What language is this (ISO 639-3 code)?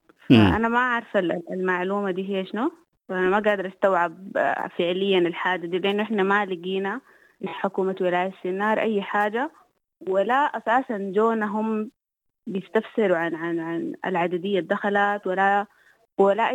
apd